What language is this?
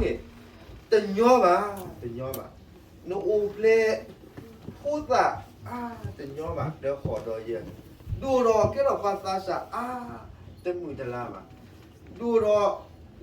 S'gaw Karen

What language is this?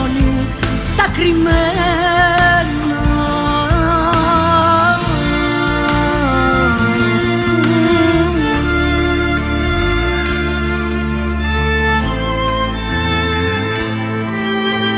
Greek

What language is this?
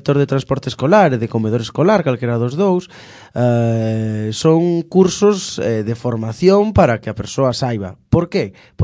Galician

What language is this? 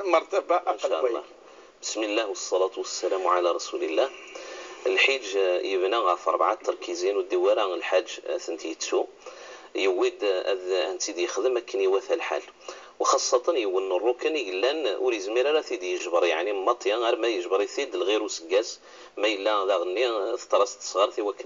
Kabyle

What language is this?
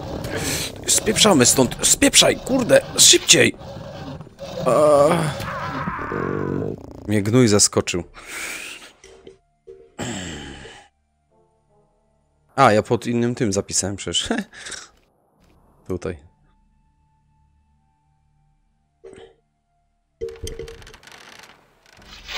Polish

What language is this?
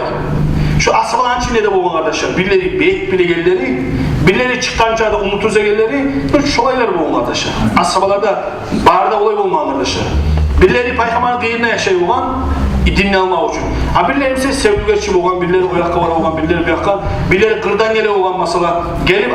Kumyk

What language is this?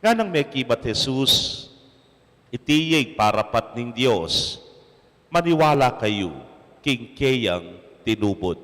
Pampanga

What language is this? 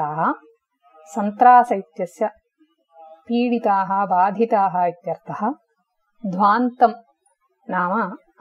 Sanskrit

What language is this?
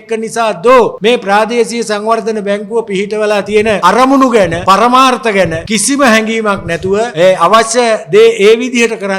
Sinhala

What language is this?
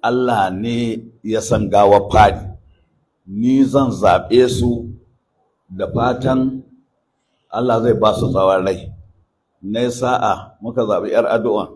Hausa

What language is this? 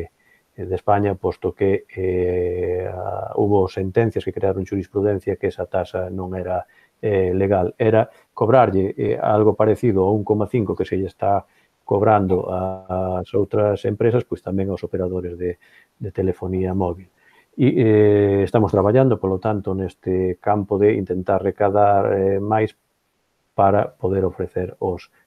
Galician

